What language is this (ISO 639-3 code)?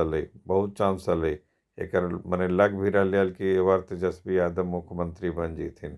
mag